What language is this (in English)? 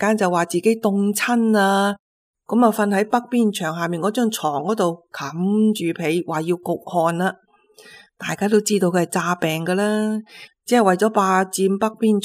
Cantonese